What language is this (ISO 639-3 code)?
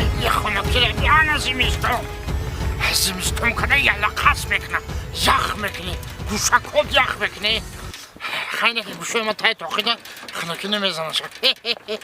tgk